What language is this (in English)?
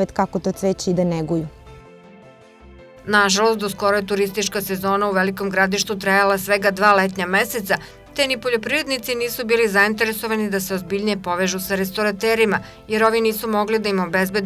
Serbian